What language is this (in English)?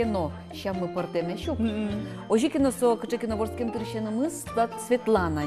Udmurt